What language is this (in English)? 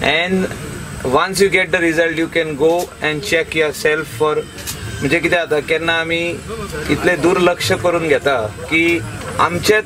Konkani